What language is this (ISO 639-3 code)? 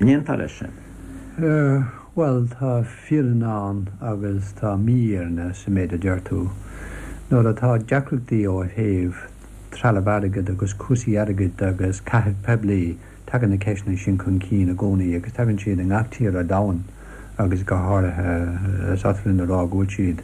gle